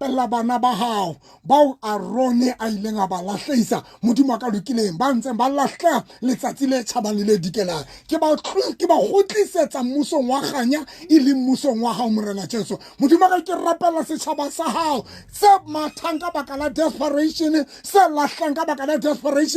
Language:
Southern Sotho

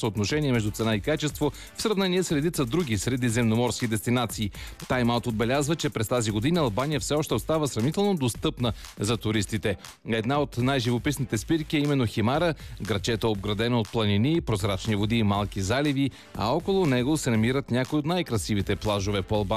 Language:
Bulgarian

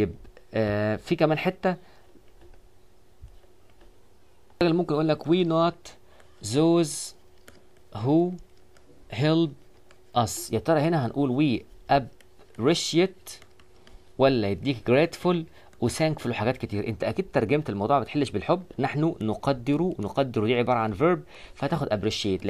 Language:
Egyptian Arabic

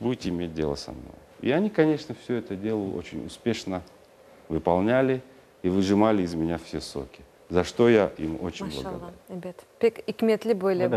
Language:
Crimean Tatar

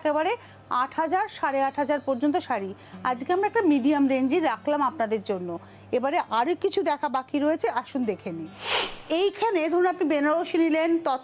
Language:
Bangla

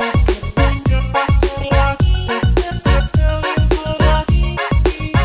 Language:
Indonesian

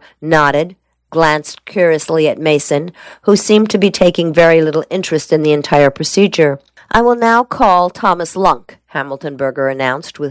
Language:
English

